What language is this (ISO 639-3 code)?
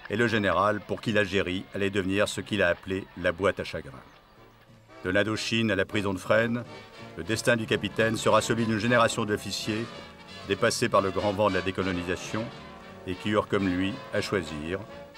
fra